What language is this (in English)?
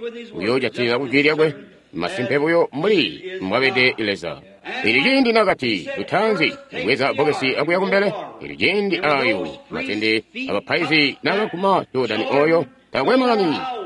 Tonga (Zambia)